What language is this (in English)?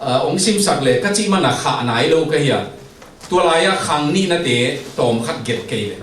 Tedim Chin